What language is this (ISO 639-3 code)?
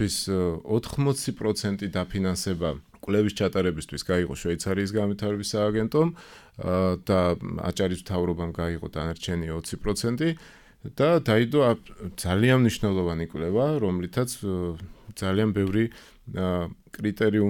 kat